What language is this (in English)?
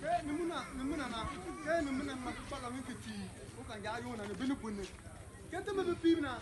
Shona